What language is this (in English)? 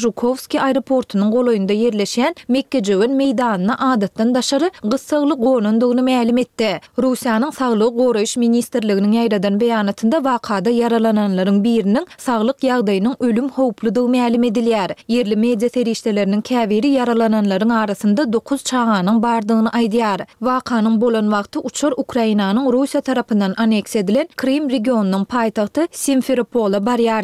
Turkmen